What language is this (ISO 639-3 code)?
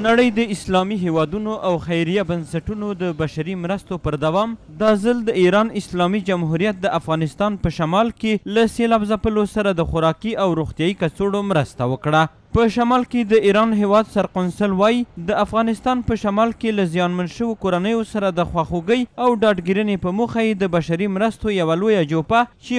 pus